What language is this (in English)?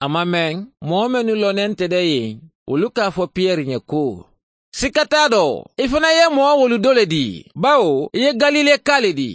Mandingo